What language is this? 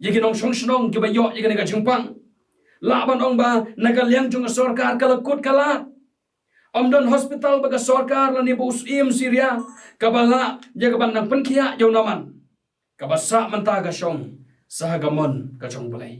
Khasi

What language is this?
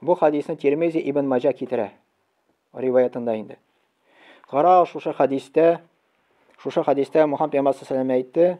Tatar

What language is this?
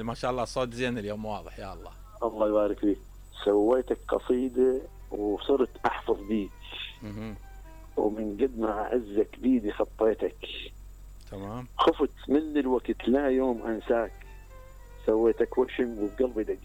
Mesopotamian Arabic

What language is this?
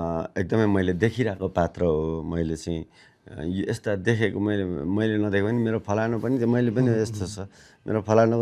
Nepali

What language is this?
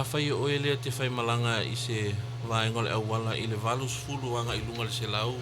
Samoan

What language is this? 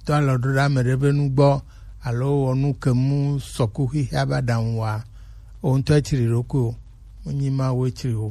Gen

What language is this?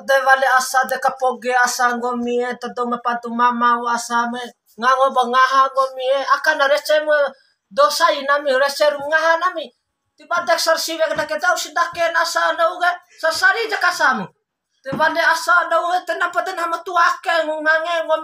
Bima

